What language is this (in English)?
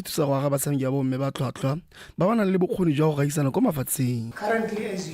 Tswana